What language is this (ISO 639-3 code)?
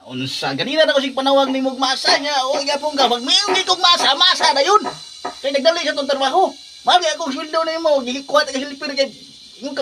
ceb